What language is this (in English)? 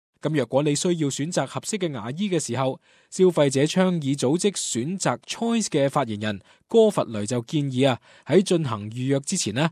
Cantonese